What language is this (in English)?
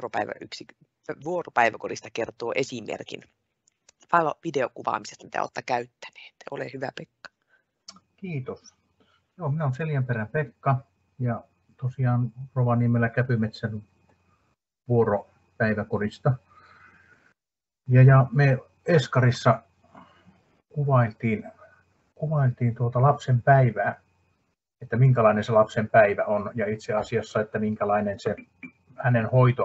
Finnish